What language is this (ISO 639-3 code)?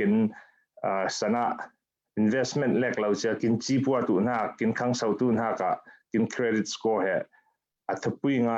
cfm